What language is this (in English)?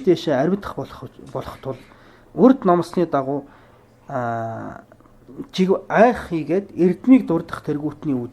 Mongolian